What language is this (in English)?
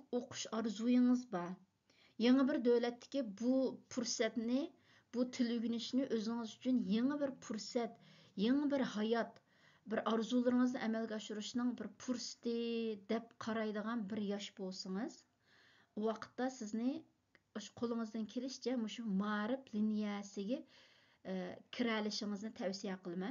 Uyghur